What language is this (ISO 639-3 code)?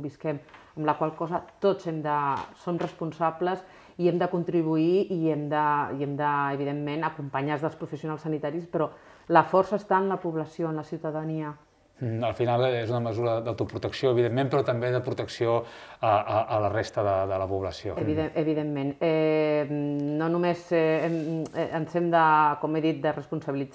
cat